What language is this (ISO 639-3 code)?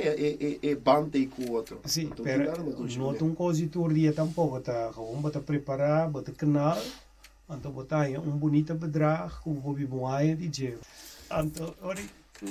pap